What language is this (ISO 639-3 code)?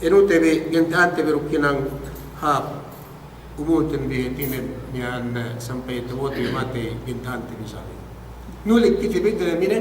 yka